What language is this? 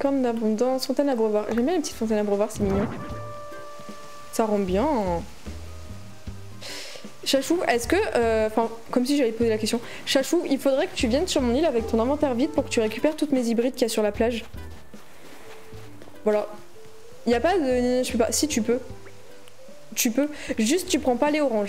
French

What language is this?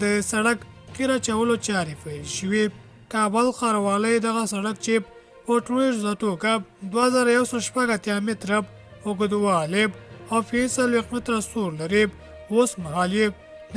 Pashto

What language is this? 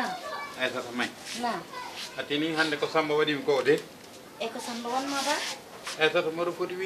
Fula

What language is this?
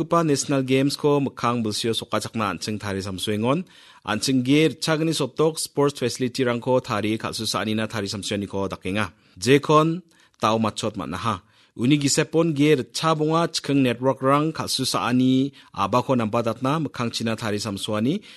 Garo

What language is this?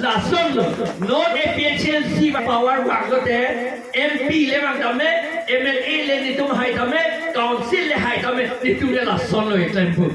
Karbi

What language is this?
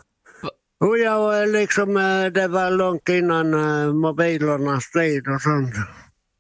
Swedish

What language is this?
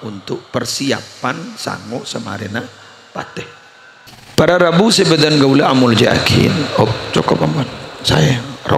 Madurese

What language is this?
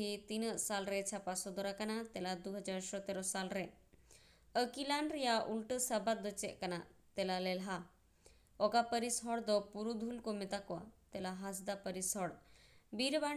Santali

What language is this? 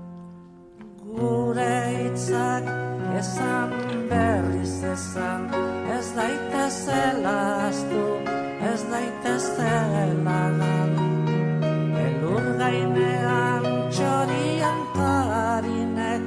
Basque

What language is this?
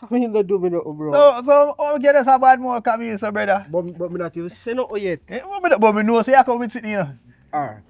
Jamaican Creole English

